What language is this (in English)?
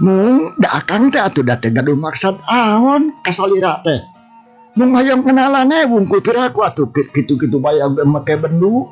Sundanese